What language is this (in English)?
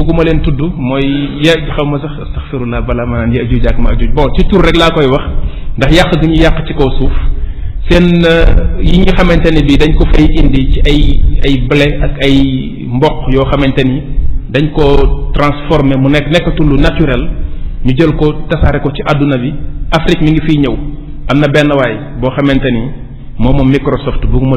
Wolof